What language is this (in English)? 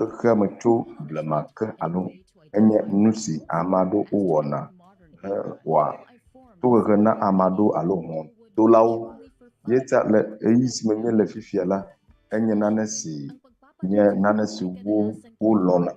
Ewe